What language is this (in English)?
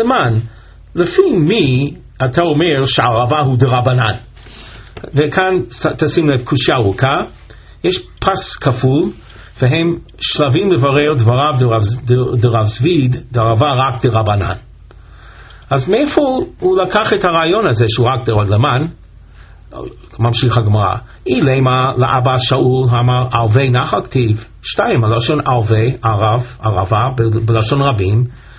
Hebrew